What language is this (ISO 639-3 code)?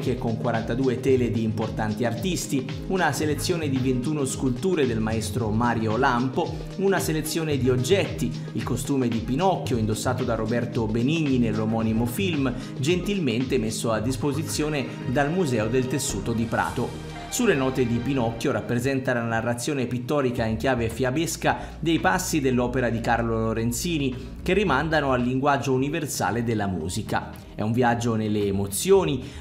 ita